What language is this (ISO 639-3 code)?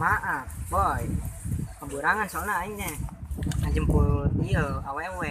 sun